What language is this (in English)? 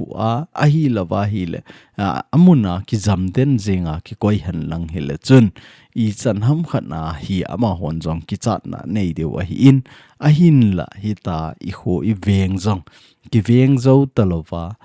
Thado Chin